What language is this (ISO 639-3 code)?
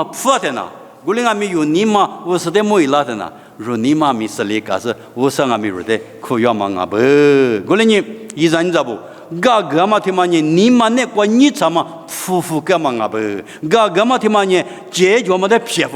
lis